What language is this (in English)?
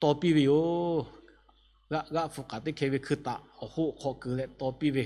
Lahu